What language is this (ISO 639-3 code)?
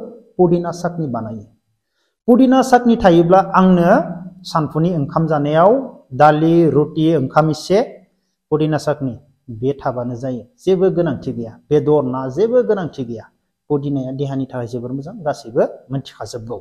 brx